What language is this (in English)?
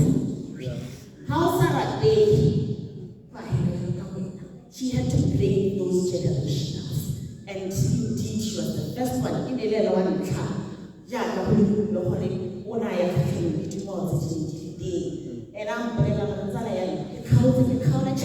Tswana